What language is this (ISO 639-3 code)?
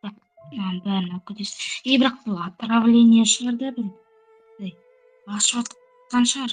kaz